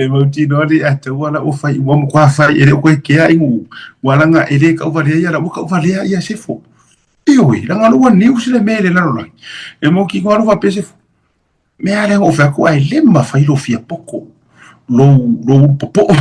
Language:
Samoan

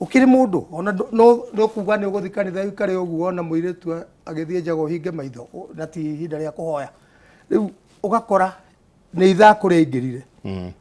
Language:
Kikuyu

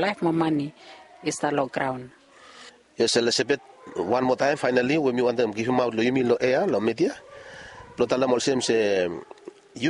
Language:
Bislama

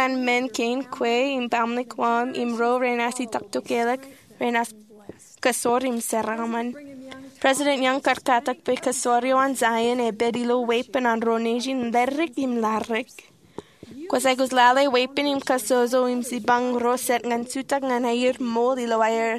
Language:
Marshallese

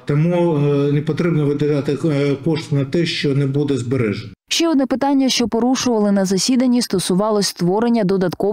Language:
Ukrainian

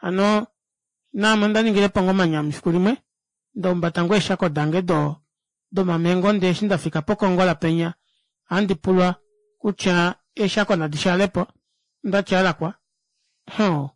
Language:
Kuanyama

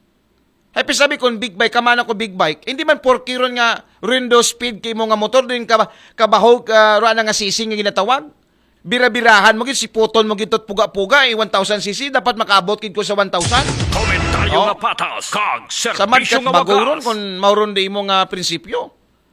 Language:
Aklanon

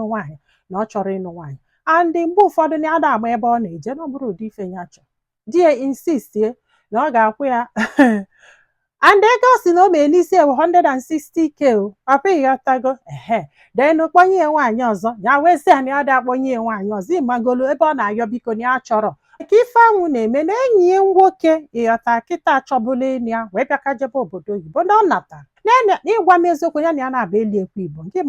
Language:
Igbo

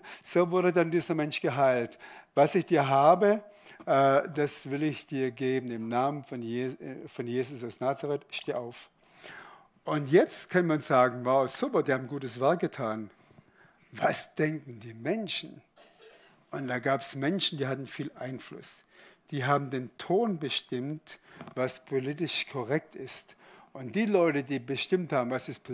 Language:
Swiss German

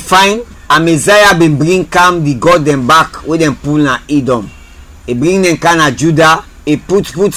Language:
Krio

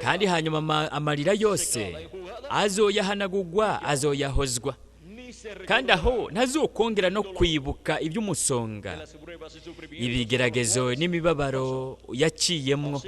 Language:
Rundi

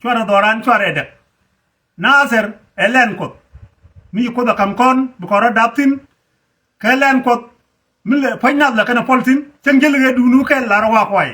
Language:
Nuer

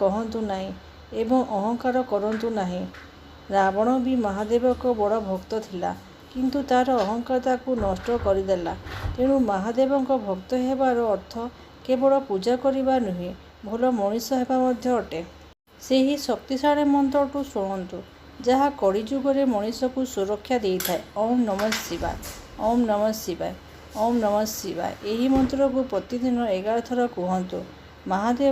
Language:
Odia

